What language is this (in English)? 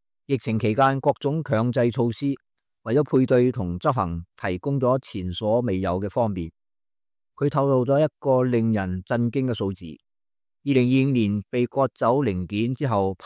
Cantonese